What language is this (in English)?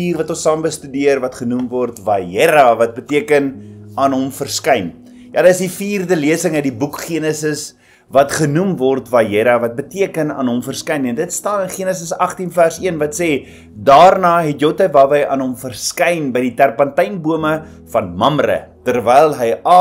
Afrikaans